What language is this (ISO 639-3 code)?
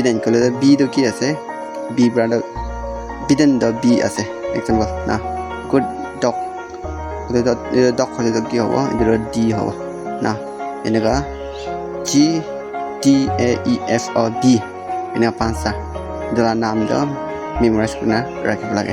nag